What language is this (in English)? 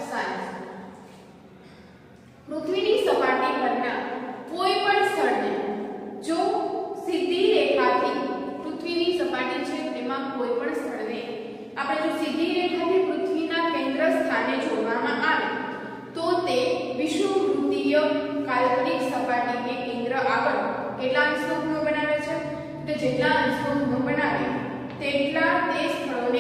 Gujarati